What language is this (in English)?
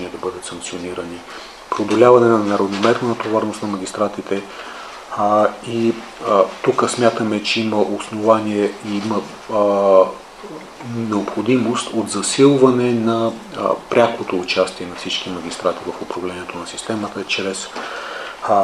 Bulgarian